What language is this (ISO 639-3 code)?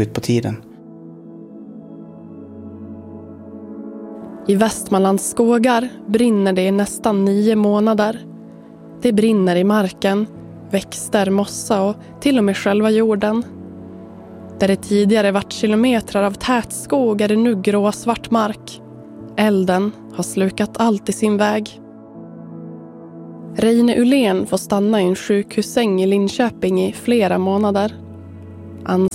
swe